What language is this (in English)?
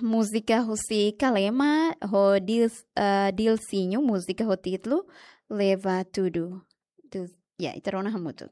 Tetum